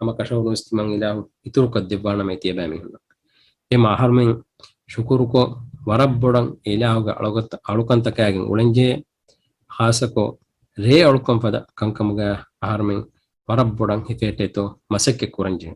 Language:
Divehi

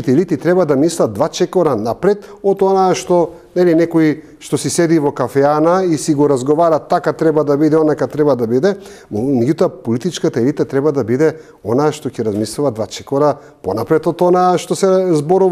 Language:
Macedonian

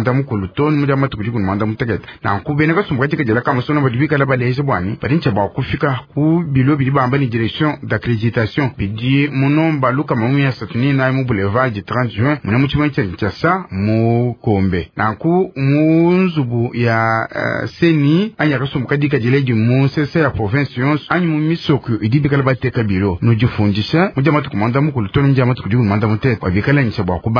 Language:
Luba-Lulua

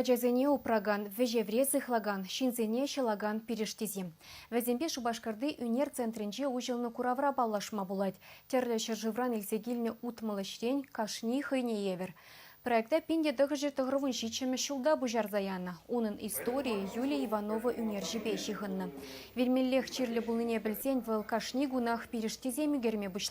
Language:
Chuvash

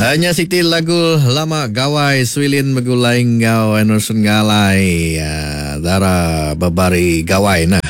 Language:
Iban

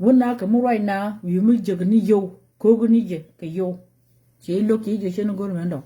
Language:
Nuer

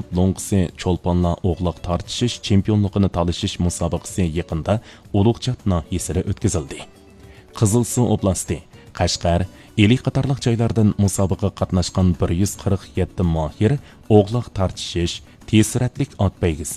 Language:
Uyghur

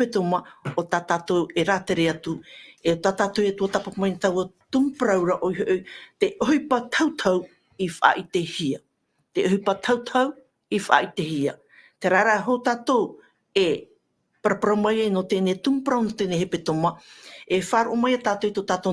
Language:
Tahitian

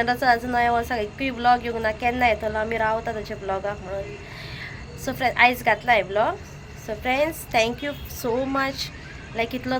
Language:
Konkani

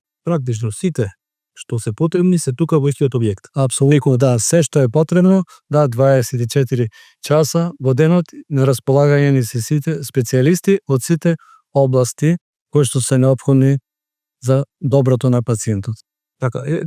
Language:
Macedonian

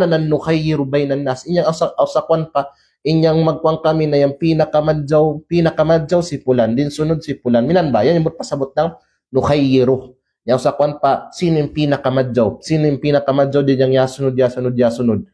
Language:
Kalagan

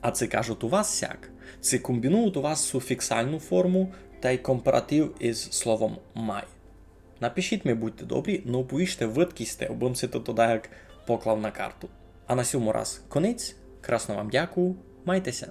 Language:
Rusyn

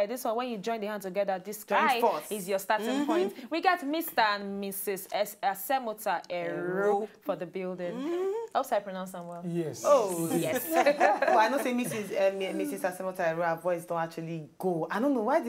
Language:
Nigerian Pidgin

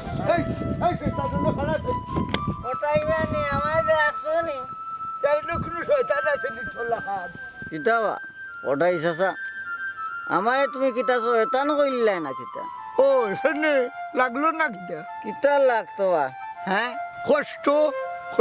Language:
Sylheti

